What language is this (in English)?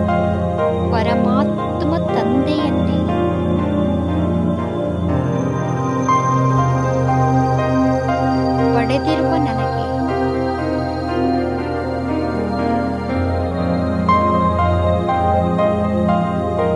Kannada